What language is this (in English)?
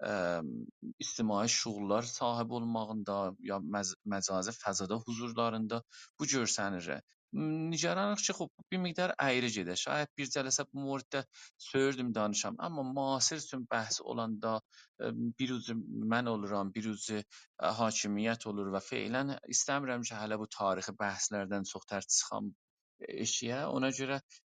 South Azerbaijani